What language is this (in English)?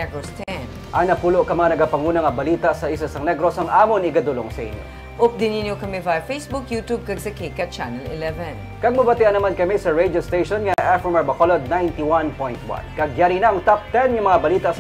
Hiligaynon